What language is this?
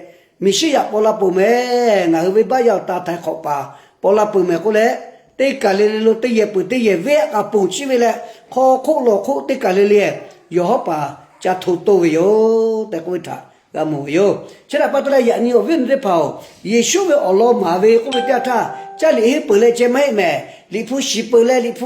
Lahu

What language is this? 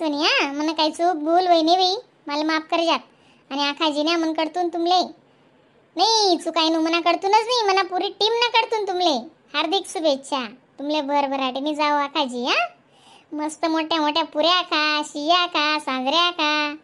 Khandesi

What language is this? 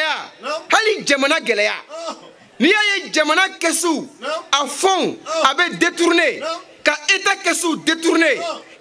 Bambara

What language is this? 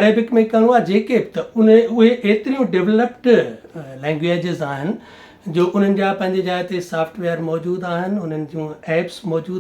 Sindhi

